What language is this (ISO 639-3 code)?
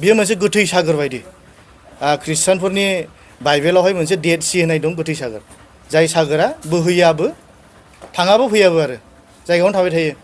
brx